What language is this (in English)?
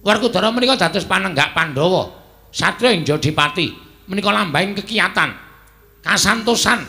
Javanese